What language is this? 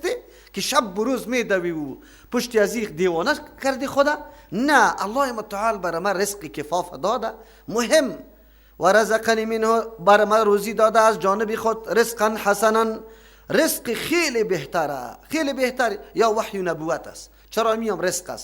Persian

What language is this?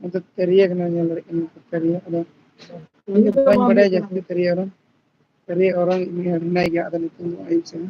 Santali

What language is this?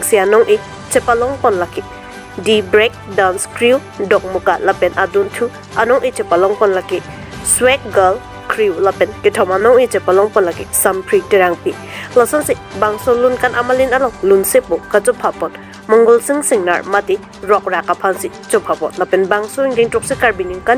Karbi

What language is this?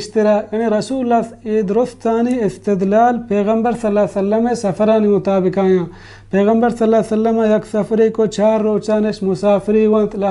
Baluchi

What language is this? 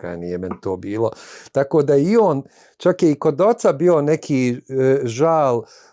Bosnian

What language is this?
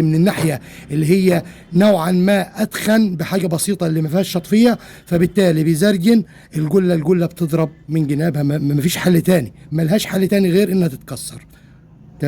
Egyptian Arabic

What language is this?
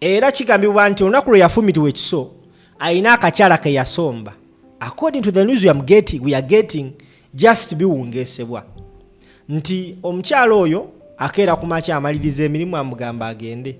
Ganda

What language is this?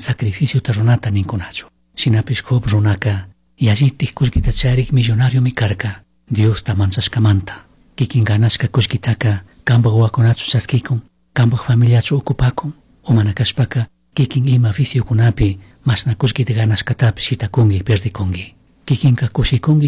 Chimborazo Highland Quichua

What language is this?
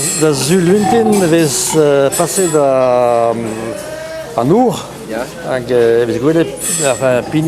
Breton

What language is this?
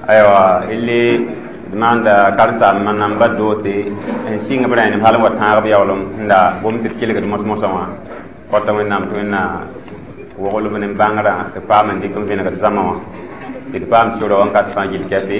Mossi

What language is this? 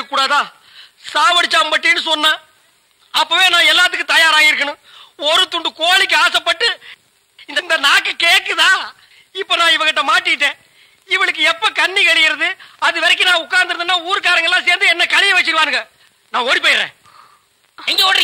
Tamil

